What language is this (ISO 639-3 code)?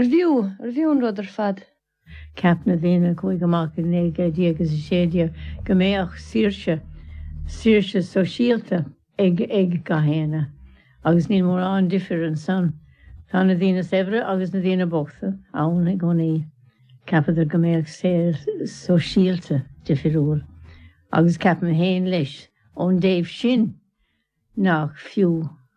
gle